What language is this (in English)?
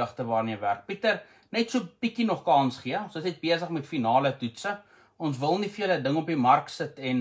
Afrikaans